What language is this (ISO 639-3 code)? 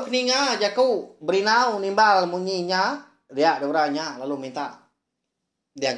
iba